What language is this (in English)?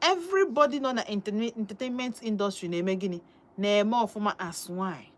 Igbo